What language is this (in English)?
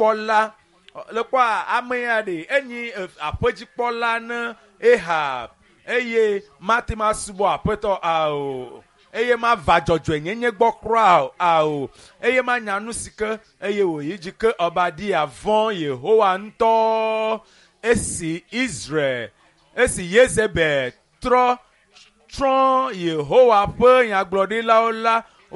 Ewe